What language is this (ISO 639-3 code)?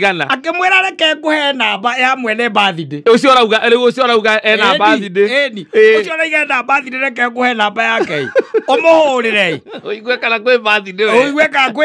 kik